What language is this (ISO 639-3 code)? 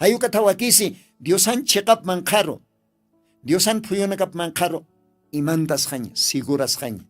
aym